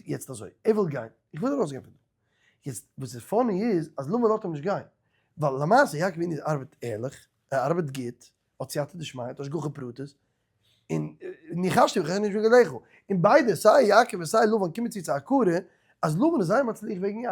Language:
Yiddish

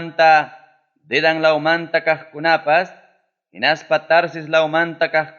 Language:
Ayacucho Quechua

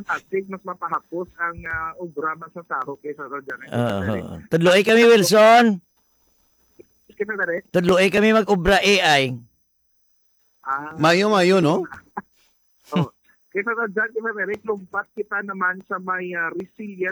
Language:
Hiligaynon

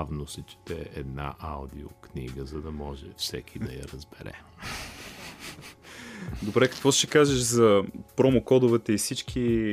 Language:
Bulgarian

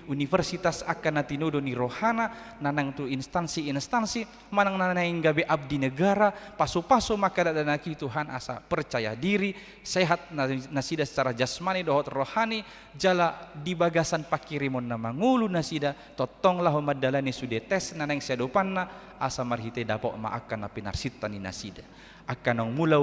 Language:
Batak Toba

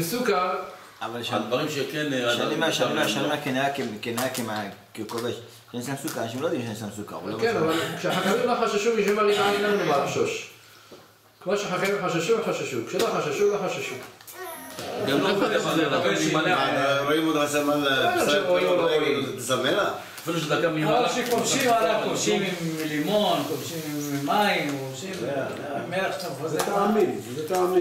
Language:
Hebrew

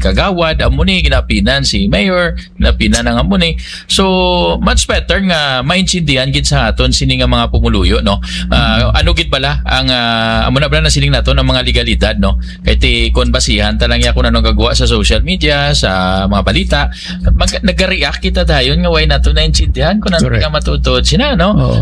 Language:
Hiligaynon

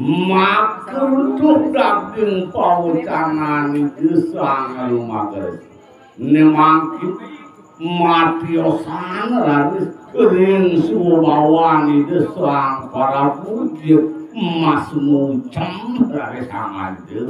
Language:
Balinese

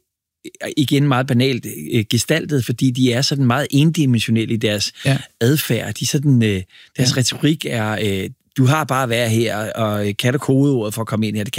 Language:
Danish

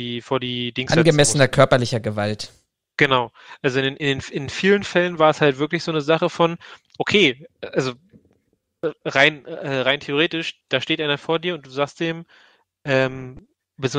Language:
German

